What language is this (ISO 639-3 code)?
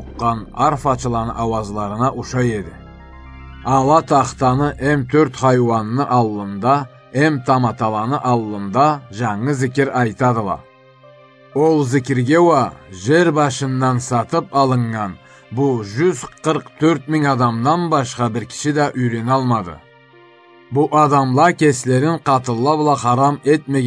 krc